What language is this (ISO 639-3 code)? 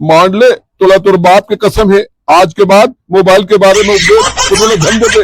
hne